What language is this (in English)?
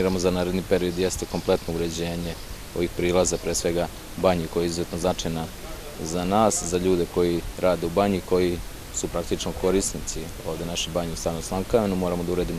Serbian